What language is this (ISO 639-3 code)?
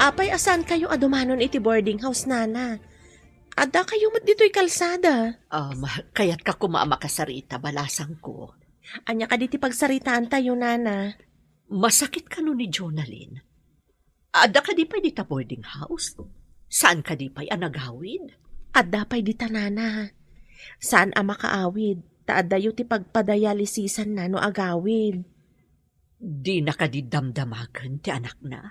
ilo